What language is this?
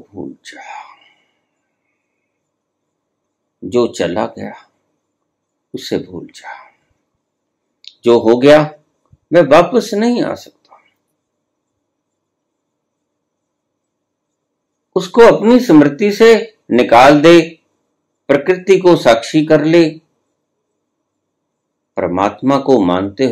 Hindi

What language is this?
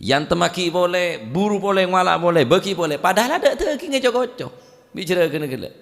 Madurese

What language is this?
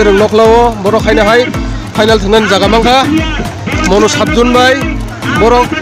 Kok Borok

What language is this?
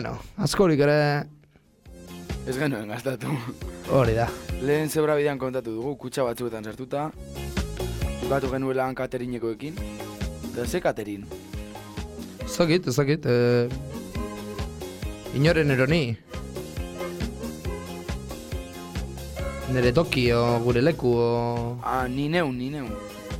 Basque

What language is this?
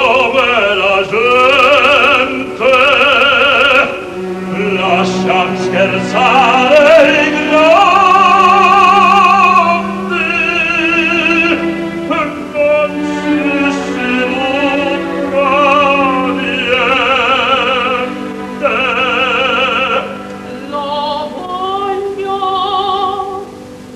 Italian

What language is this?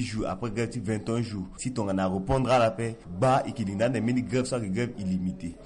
Sango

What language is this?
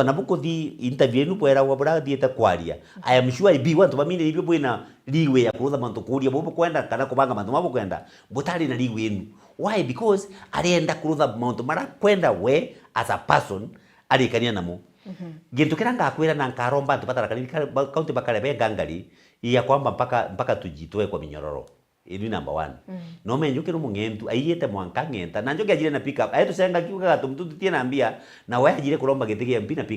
Meru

